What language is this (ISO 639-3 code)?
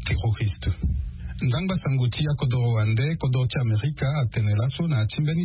sag